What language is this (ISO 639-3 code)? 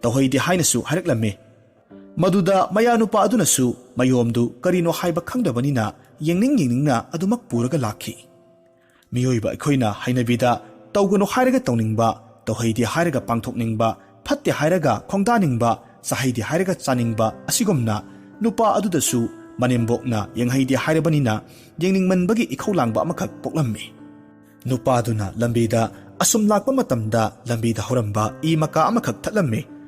mni